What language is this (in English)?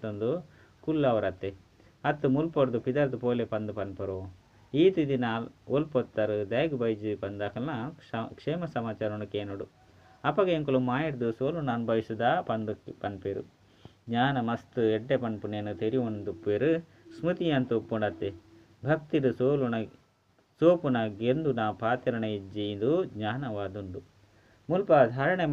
Tulu